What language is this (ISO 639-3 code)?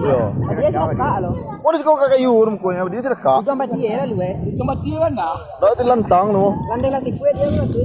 min